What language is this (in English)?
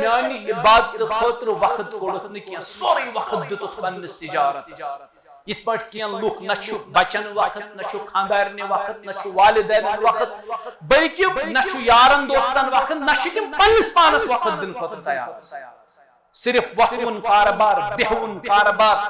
Kashmiri